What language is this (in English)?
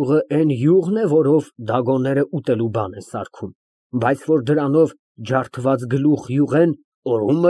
Armenian